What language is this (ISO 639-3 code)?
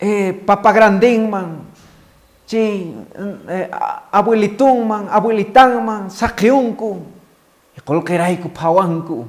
que